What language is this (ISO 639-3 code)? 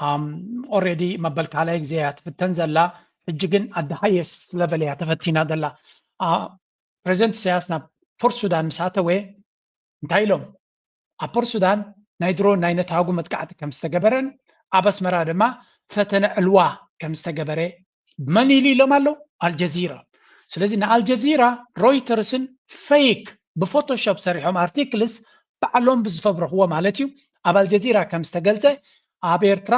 tir